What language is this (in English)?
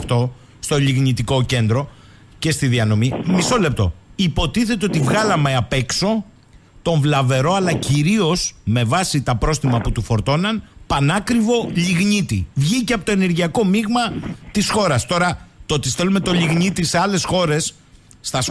Greek